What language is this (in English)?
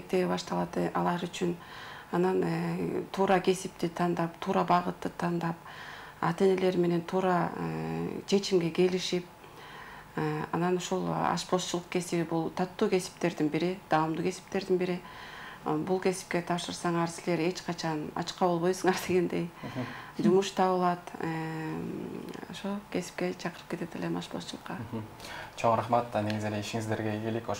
Kyrgyz